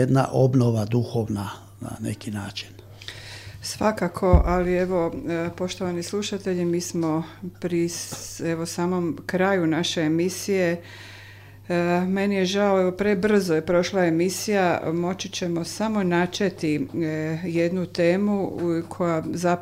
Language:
Croatian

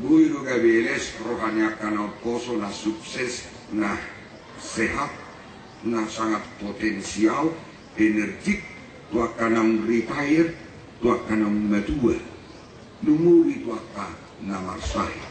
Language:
Batak Toba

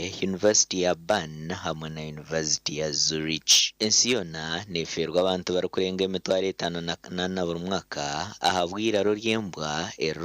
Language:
Nyankole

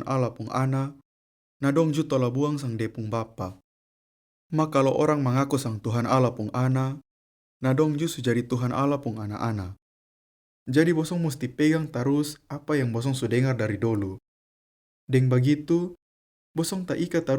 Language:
Kupang Malay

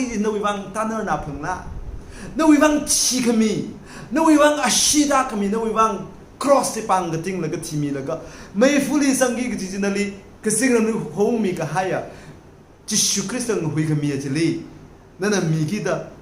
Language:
Tangkhul Naga (India)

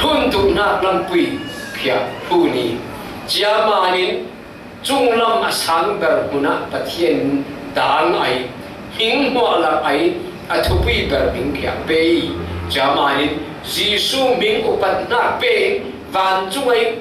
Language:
Falam Chin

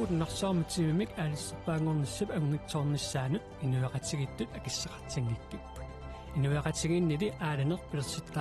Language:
Kalaallisut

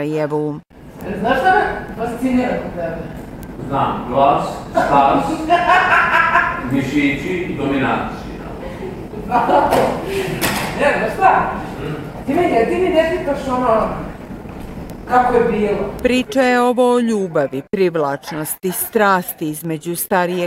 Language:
Bosnian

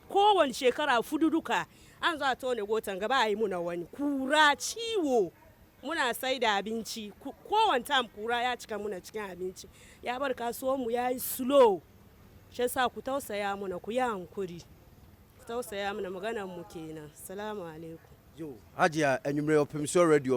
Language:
Akan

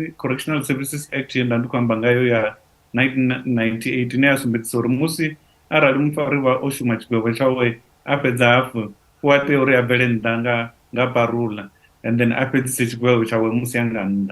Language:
Venda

